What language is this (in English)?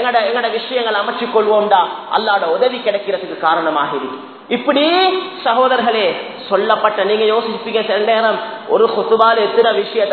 Tamil